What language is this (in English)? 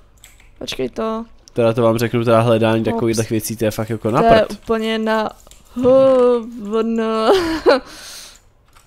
Czech